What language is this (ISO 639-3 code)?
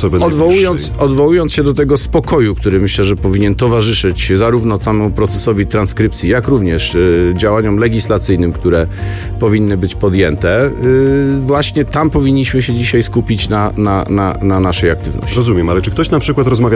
pol